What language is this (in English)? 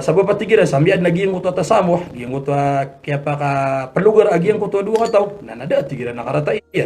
Maranao